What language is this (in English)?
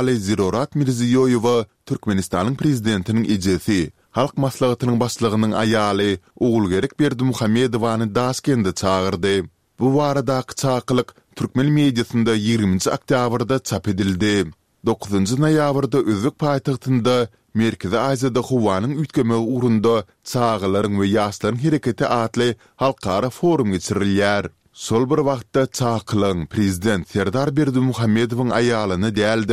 Turkmen